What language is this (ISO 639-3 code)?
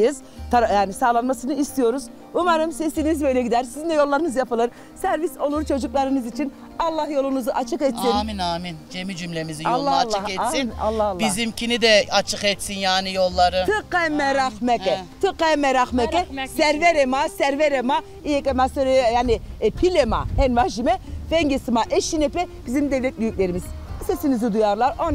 zza